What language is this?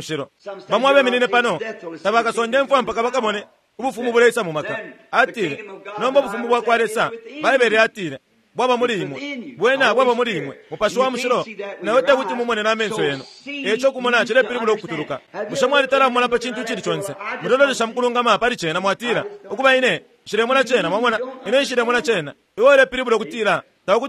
Bemba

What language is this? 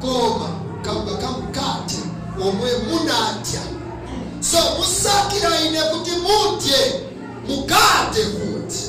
Nyanja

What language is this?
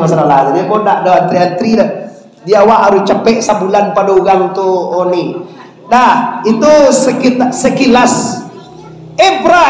Minangkabau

